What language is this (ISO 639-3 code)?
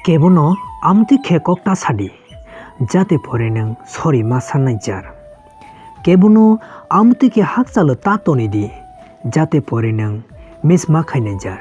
trp